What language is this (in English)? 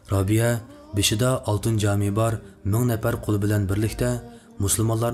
Uyghur